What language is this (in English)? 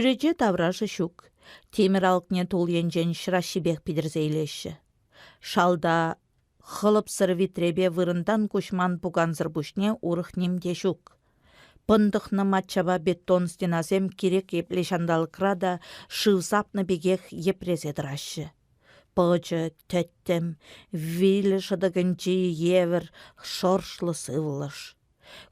Chuvash